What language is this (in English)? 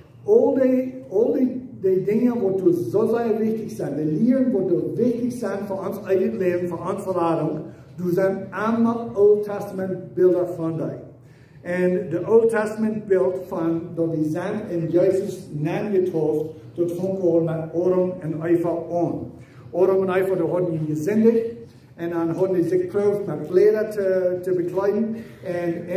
Plautdietsch